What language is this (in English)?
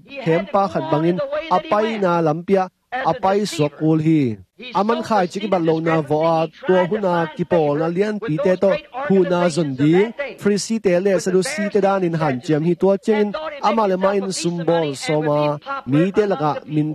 Tedim Chin